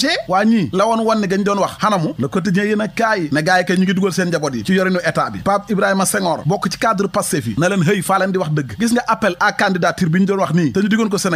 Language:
Wolof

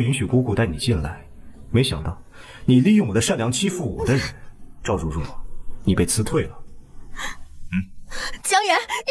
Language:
Chinese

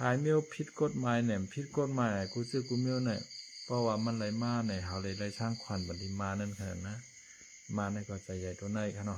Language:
Shan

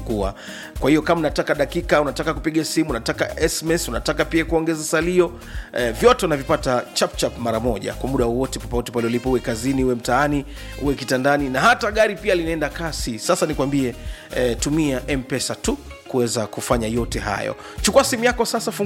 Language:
Swahili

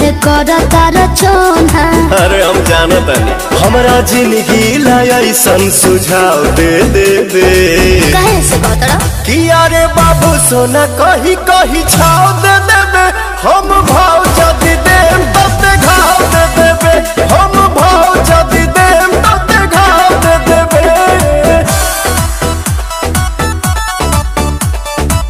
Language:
Bhojpuri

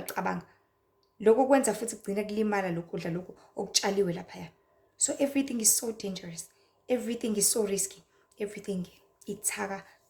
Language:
Zulu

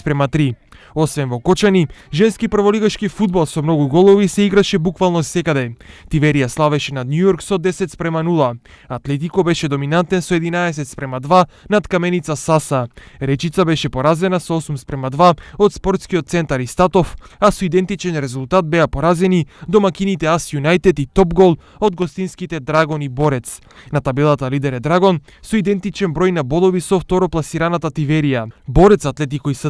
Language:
Macedonian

